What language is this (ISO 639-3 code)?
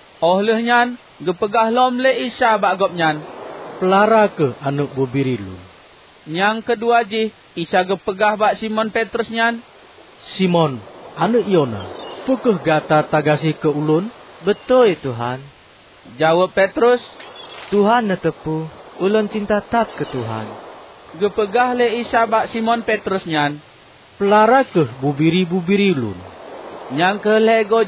ace